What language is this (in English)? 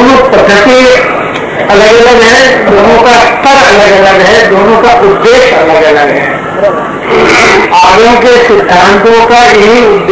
Hindi